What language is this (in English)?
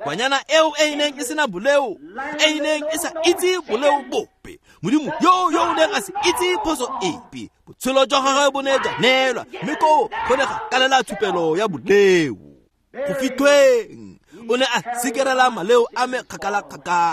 Tswana